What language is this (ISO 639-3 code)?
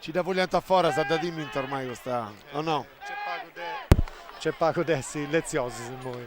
srd